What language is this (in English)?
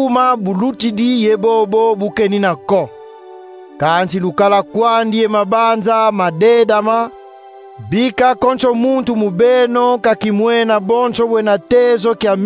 Kongo